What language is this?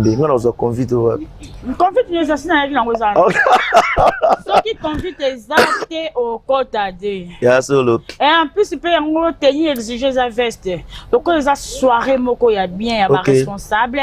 Lingala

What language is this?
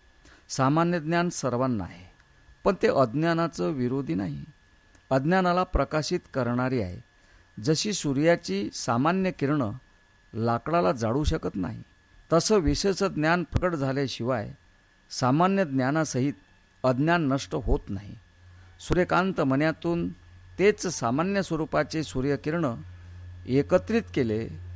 Marathi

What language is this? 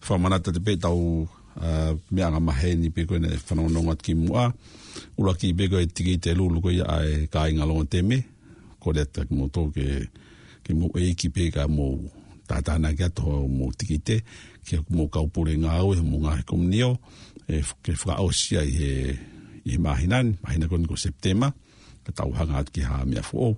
Tongan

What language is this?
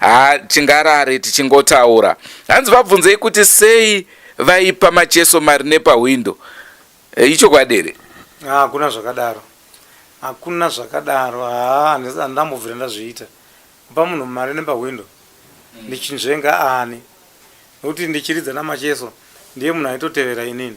Shona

